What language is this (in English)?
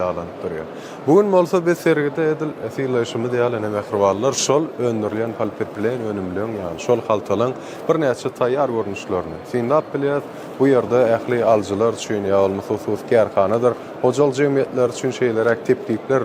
Turkmen